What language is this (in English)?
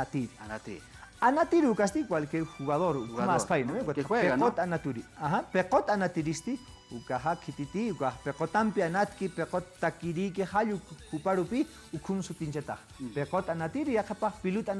Aymara